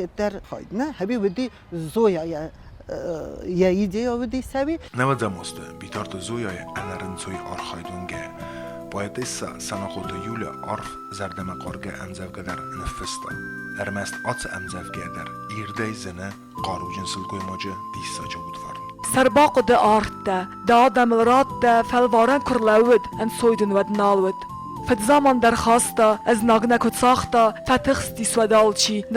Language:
Ossetic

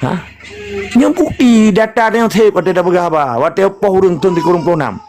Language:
Achinese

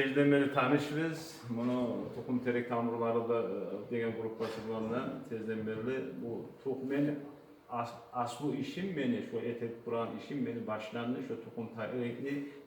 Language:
Kumyk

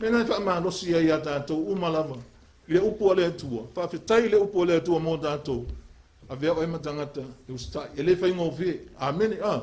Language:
Samoan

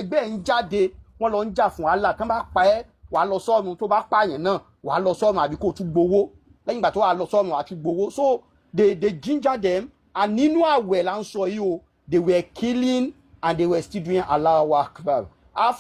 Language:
Yoruba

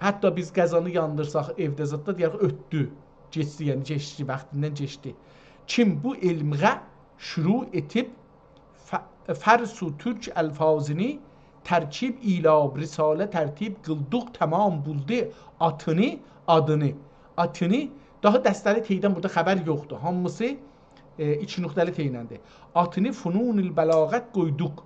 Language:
South Azerbaijani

